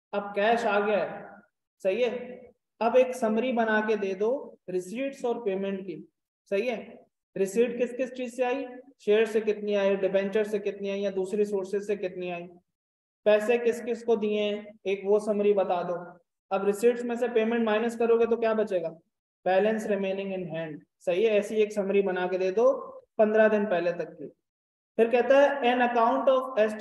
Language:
Hindi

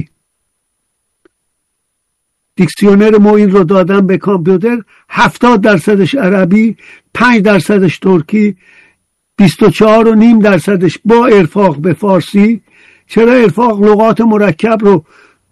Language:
Persian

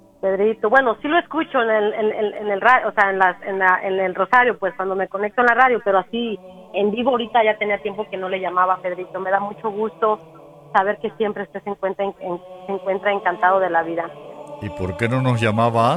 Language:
Spanish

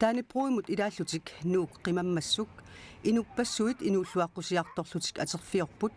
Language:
Kalaallisut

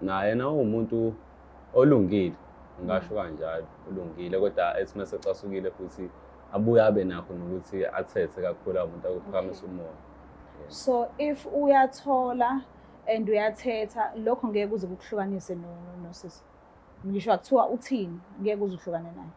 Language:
Zulu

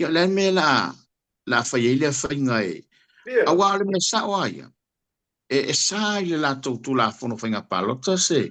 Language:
Samoan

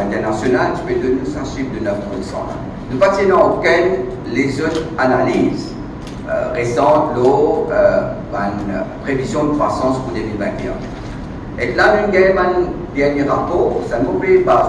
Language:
Morisyen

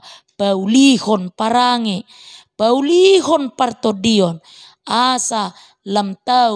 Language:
Batak Toba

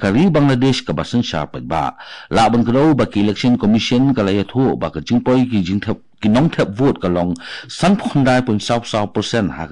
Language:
Khasi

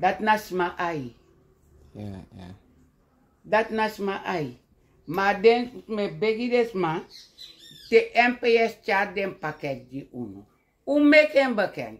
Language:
Sranan Tongo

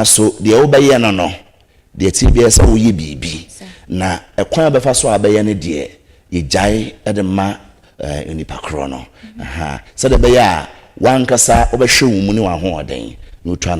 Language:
Akan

